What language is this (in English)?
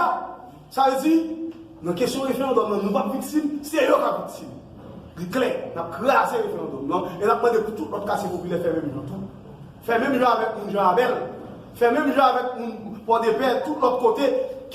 Haitian Creole